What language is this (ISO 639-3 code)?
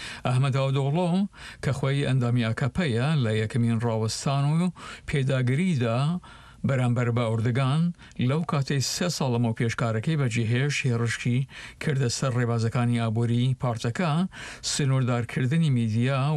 ckb